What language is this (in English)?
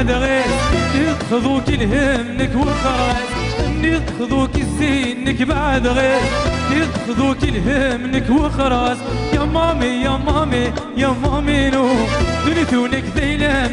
Kabyle